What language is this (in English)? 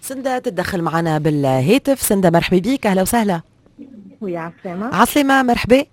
Tunisian Arabic